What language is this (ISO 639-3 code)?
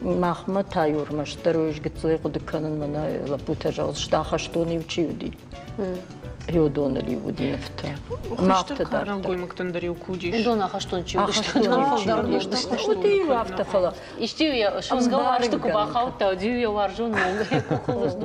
oss